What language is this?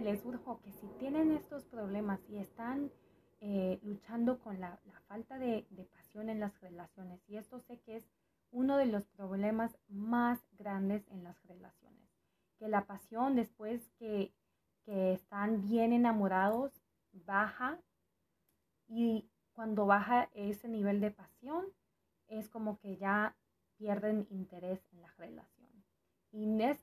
Spanish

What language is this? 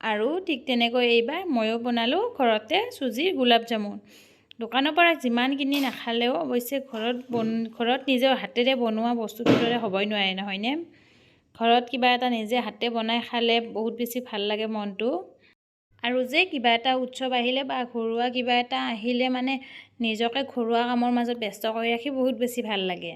Assamese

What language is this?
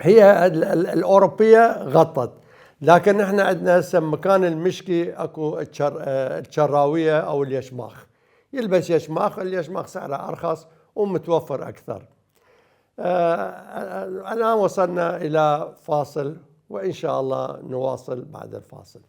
Mesopotamian Arabic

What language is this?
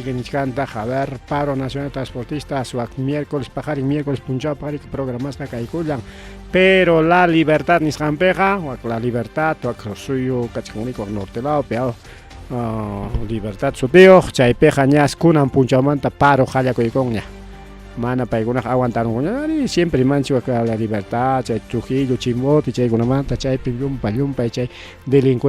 Ayacucho Quechua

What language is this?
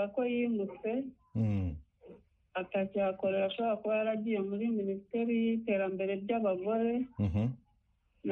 Kinyarwanda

